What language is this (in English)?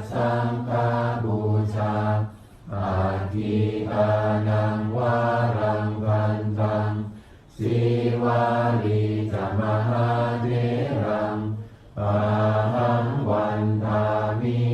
Pali